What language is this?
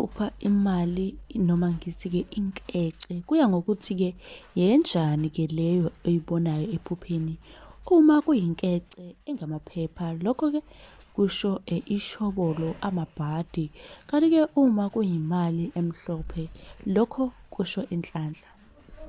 Zulu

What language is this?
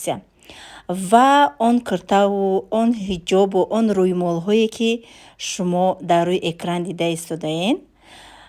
Tajik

